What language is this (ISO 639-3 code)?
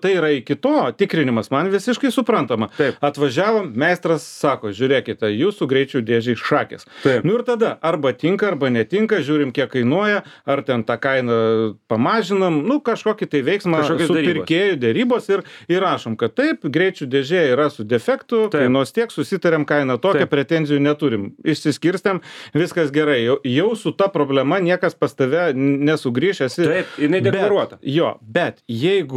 lit